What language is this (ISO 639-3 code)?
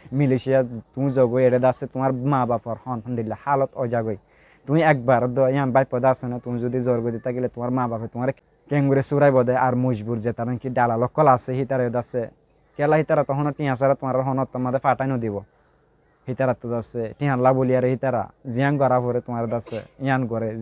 rhg